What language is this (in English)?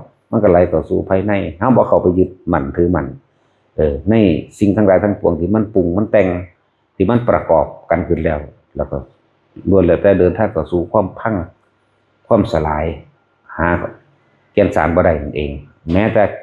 Northeastern Thai